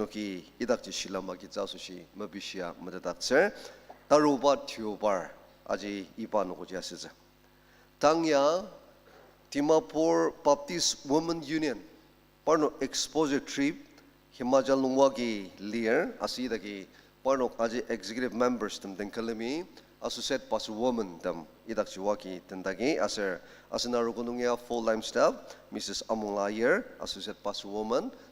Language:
Ao Naga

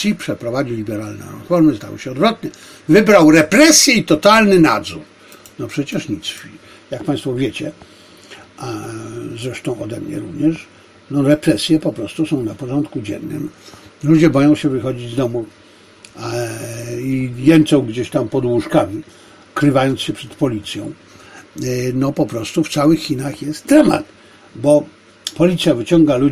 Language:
Polish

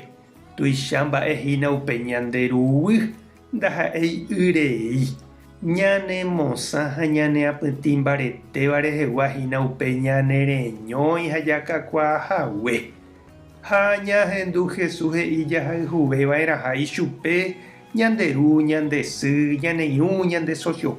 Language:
Guarani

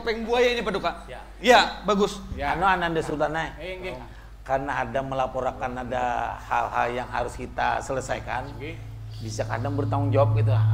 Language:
Banjar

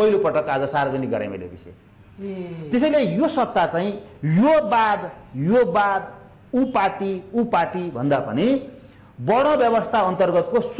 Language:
Nepali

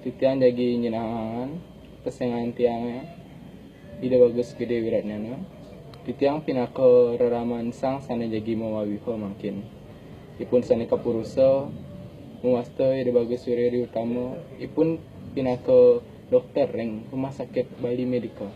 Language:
Balinese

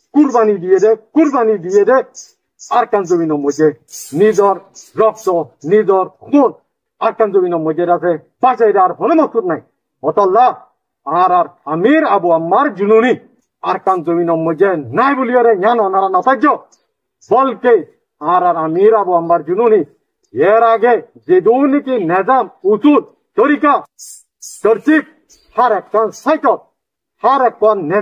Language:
Rohingya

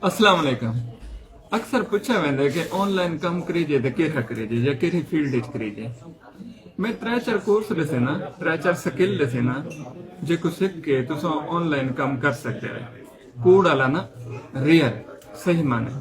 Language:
Saraiki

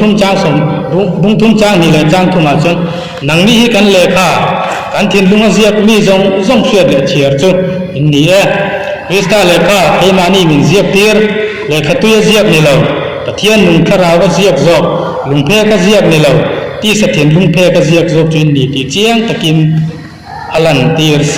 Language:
Mizo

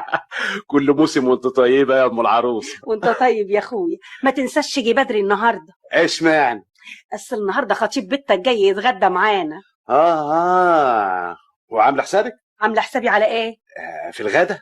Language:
Egyptian Arabic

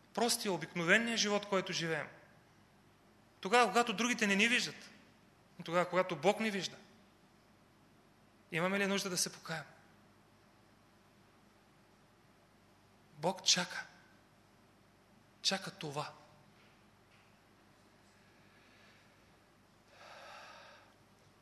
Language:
Bulgarian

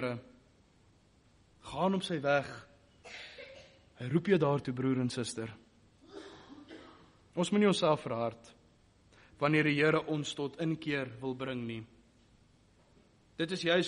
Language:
Afrikaans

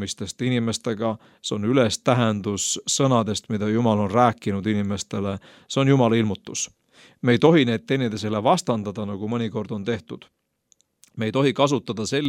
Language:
Estonian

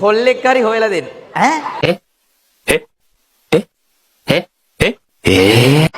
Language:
Sinhala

